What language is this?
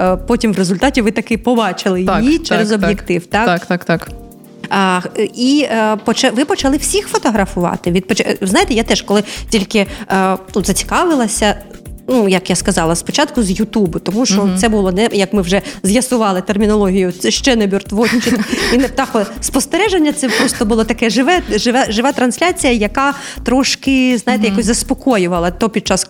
Ukrainian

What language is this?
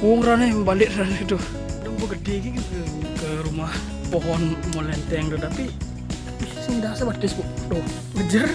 Balinese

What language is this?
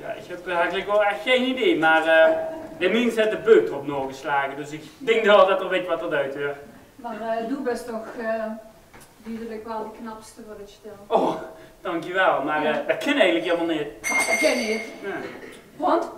Limburgish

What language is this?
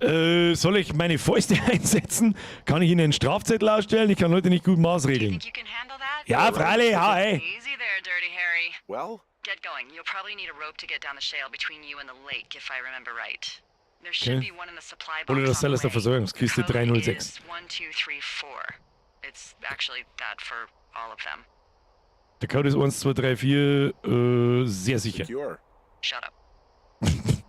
Bavarian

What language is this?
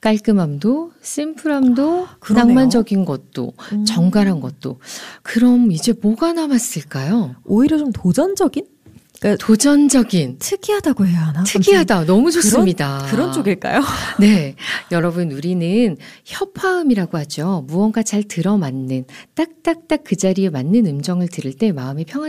Korean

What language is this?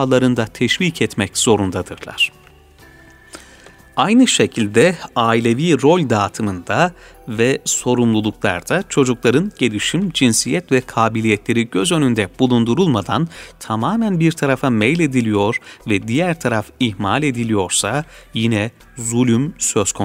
Turkish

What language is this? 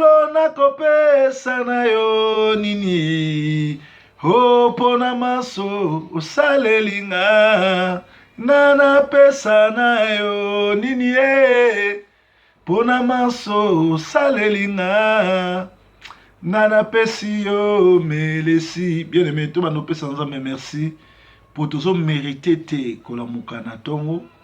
Lingala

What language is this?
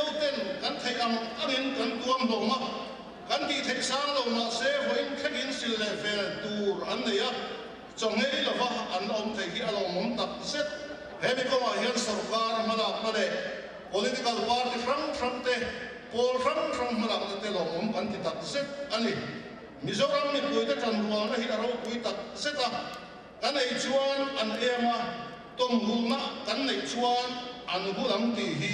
Mizo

